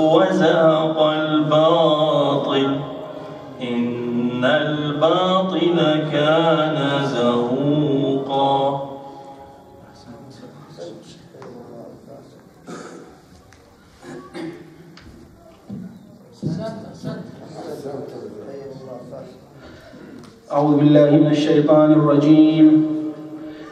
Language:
Arabic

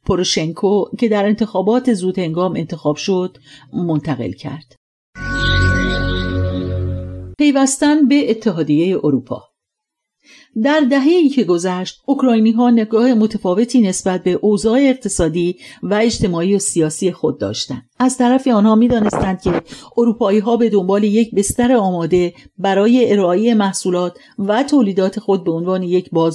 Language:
Persian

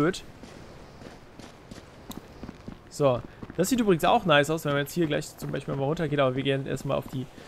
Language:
German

